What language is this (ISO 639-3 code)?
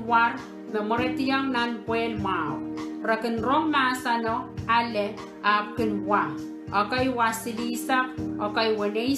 pon